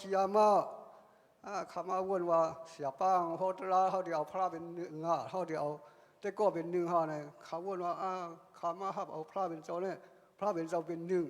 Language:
Shan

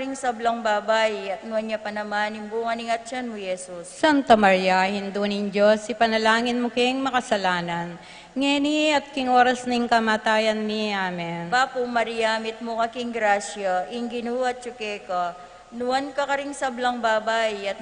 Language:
Pampanga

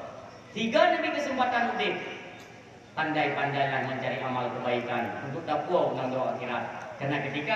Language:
Achinese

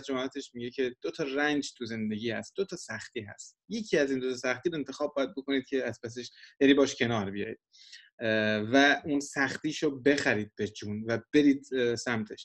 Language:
Persian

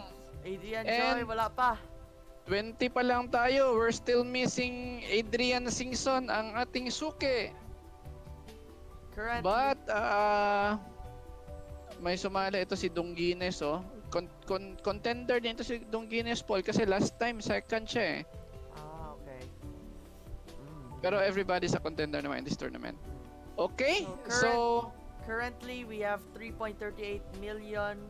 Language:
Filipino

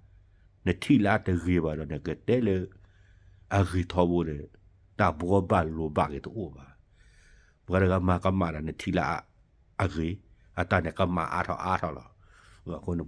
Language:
S'gaw Karen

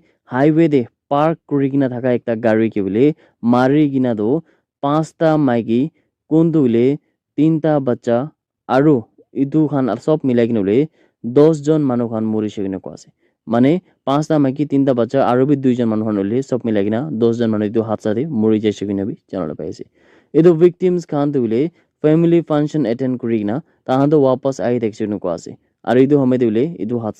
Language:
Naga Pidgin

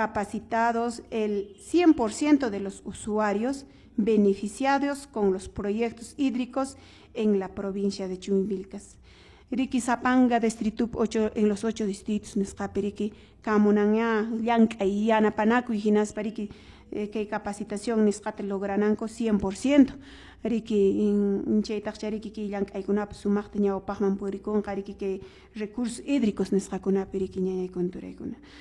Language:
Quechua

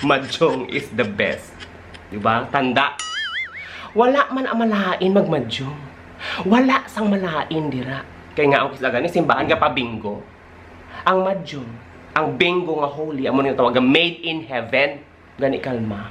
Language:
Hiligaynon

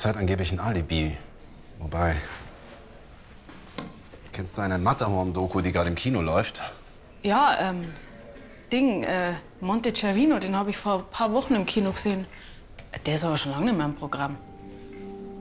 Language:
German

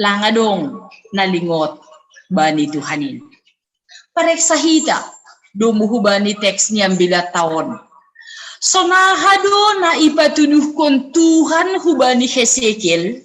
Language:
Batak Simalungun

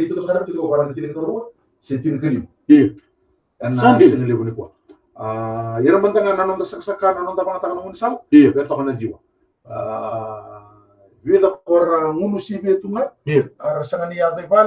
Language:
Fijian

